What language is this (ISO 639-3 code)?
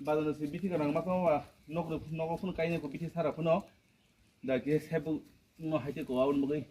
trp